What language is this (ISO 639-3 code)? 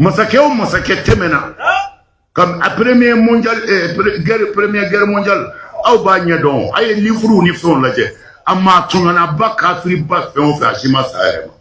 bam